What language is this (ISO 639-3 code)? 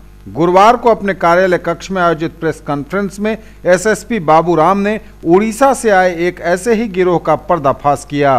hin